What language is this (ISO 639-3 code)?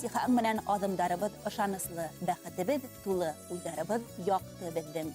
bak